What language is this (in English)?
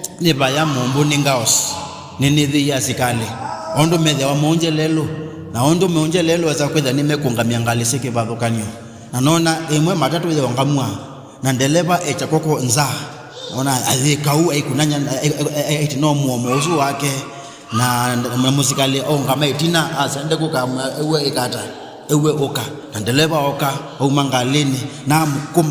Kamba